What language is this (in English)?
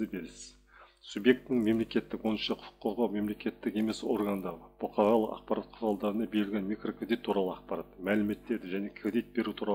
Kazakh